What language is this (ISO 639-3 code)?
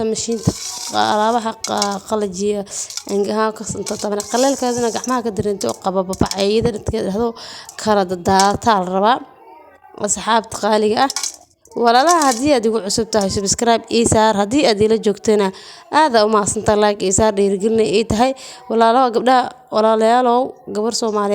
som